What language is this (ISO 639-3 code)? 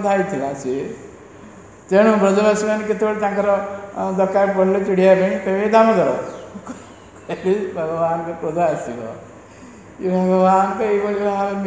ori